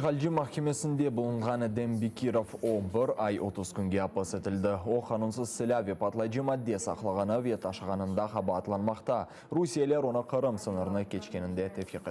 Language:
Crimean Tatar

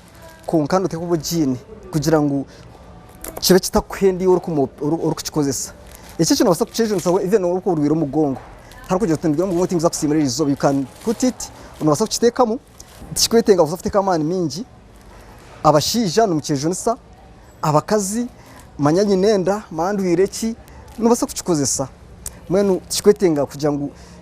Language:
Nyankole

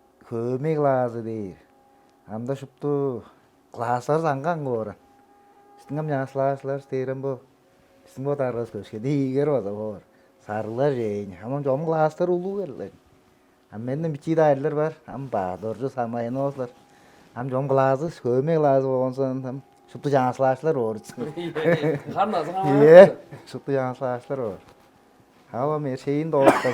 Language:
Tuvinian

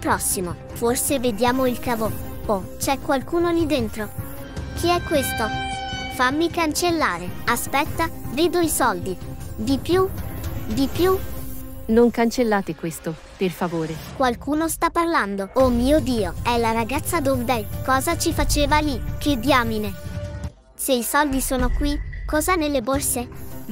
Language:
Italian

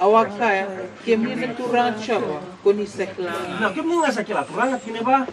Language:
Fijian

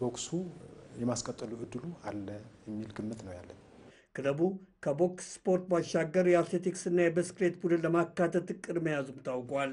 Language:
Amharic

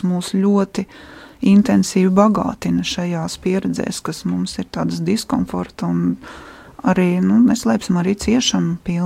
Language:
Latvian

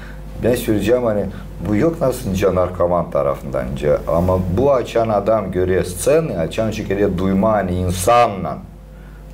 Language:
Gagauz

